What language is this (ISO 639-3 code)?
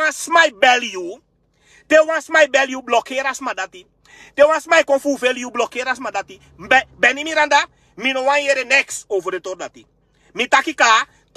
srn